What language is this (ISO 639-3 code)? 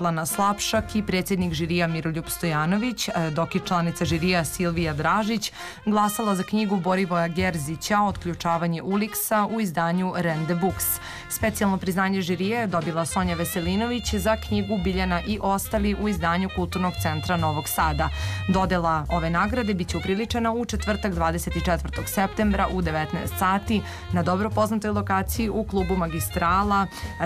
srp